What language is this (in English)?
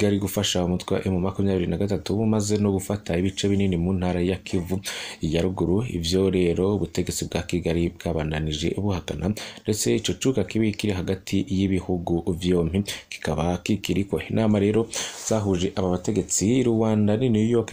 Rundi